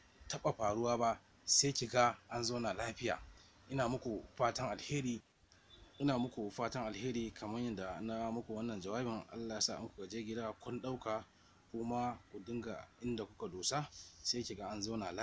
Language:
Hausa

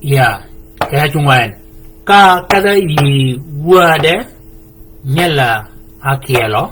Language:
Shilluk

